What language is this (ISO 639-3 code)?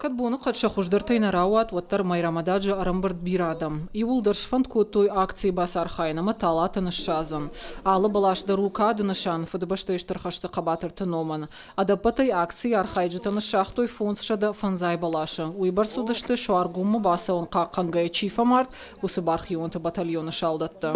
oss